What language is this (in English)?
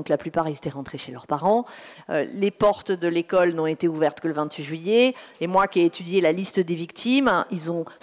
French